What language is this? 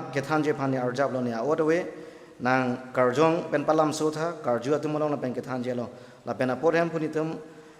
Karbi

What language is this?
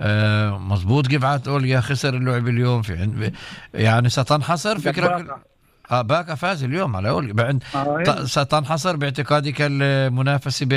North Levantine Arabic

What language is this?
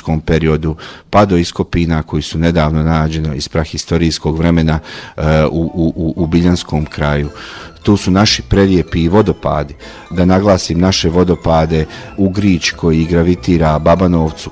Bosnian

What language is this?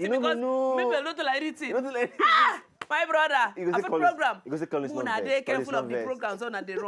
Nigerian Pidgin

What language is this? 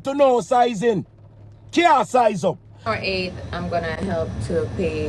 Jamaican Creole English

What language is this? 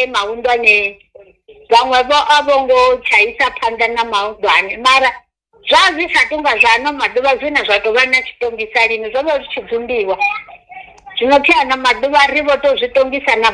Venda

